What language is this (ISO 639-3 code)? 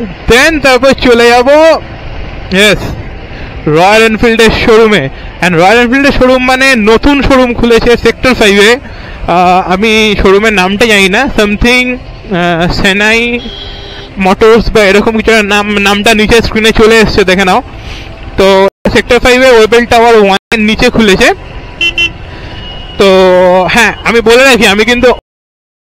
ben